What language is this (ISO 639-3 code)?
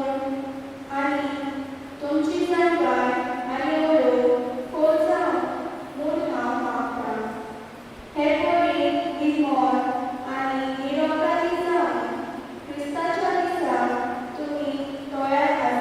kok